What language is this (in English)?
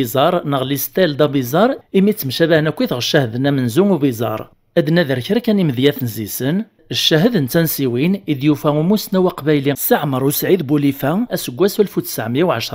Kabyle